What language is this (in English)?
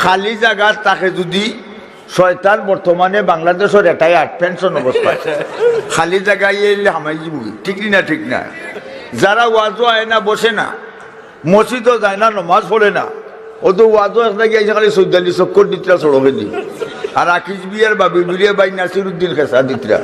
Sylheti